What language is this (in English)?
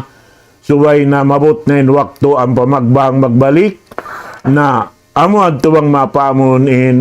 Tausug